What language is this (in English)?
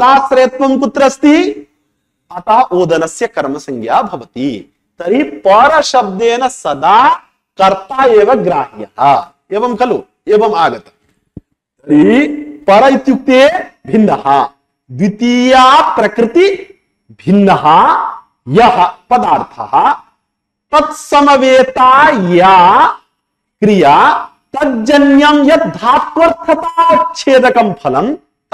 Sanskrit